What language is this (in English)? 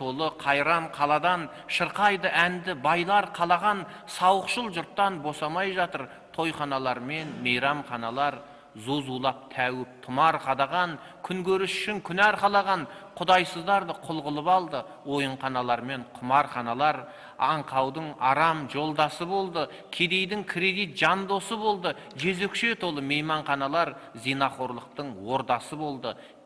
Kazakh